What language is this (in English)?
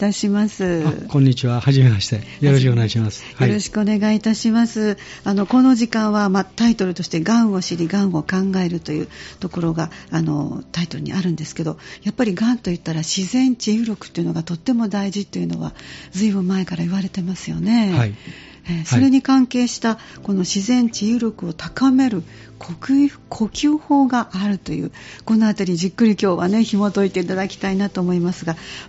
Japanese